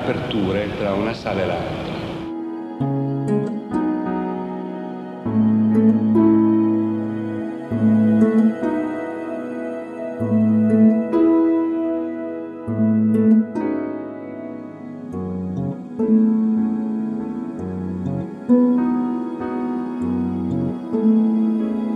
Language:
Italian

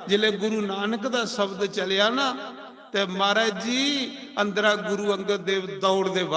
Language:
Dogri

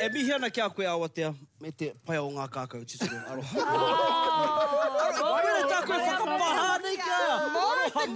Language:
Māori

